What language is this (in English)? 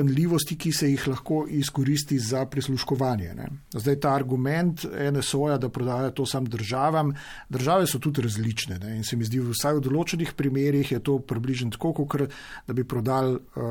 Slovenian